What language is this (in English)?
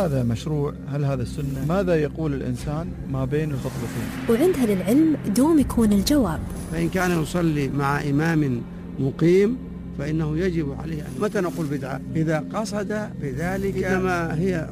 Gulf Arabic